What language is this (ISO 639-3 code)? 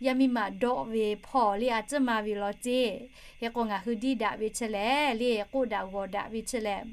lhu